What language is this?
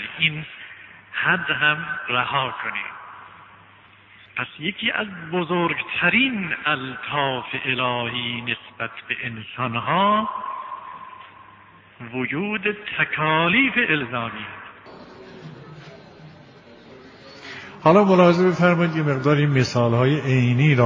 Persian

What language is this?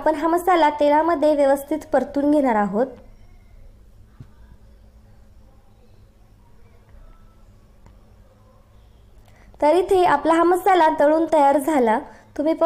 Marathi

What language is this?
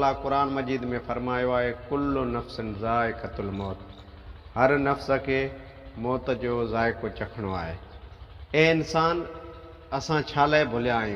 Sindhi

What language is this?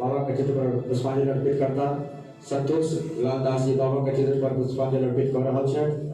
Maithili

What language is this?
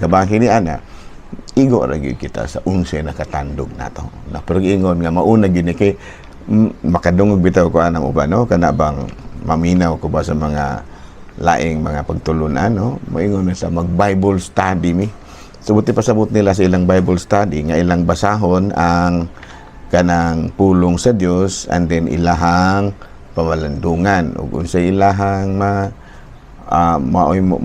Cebuano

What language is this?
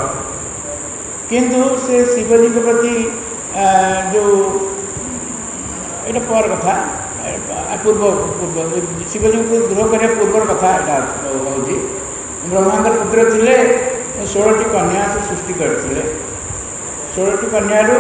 Odia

